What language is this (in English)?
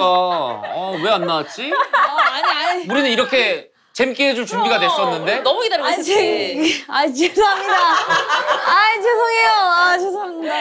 Korean